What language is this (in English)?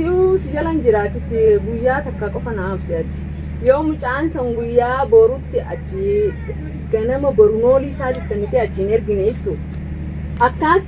Oromo